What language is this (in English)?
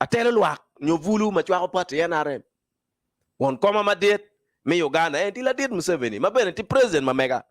Acoli